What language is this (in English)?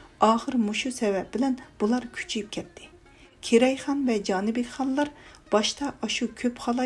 Uyghur